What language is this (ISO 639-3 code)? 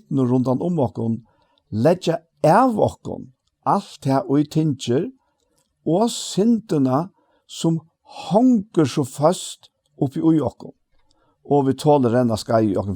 fao